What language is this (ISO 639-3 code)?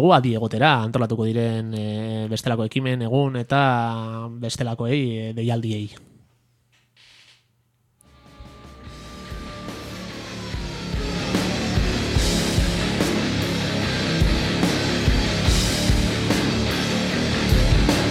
eus